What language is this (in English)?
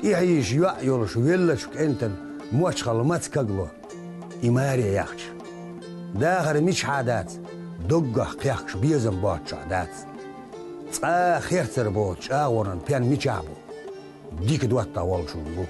Chechen